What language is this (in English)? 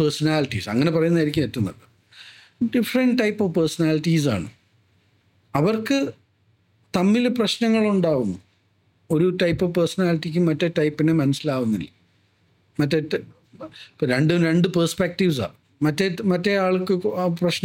Malayalam